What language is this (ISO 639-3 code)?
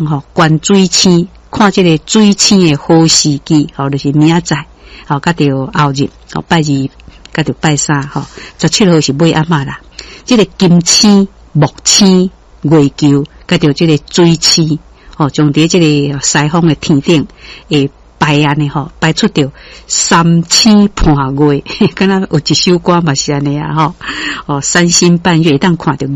nan